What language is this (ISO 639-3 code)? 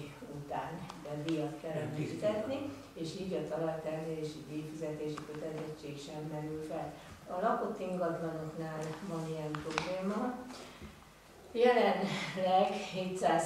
hun